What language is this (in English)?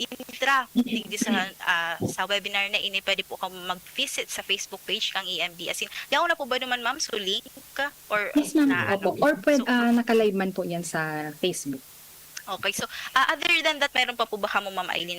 Bikol